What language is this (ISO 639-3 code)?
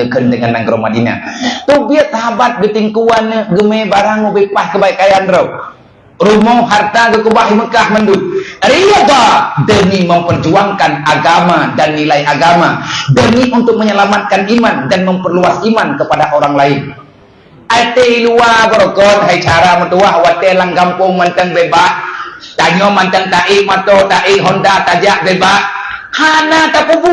ace